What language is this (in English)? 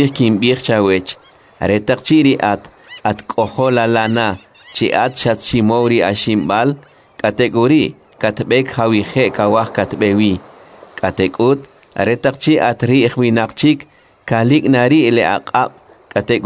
Kʼicheʼ